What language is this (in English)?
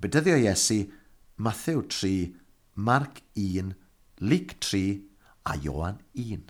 Welsh